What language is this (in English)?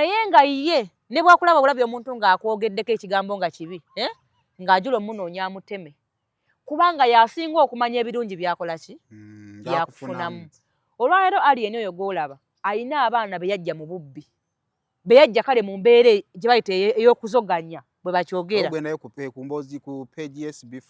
Ganda